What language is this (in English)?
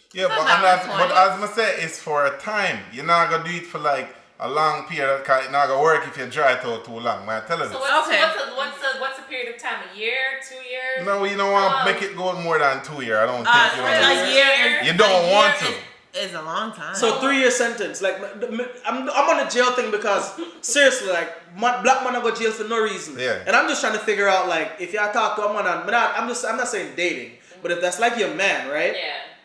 Jamaican Creole English